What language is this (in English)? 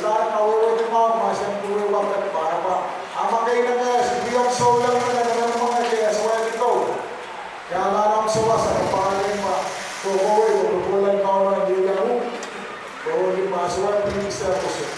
Pohnpeian